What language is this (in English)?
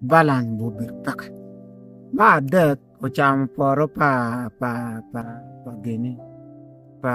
Acoli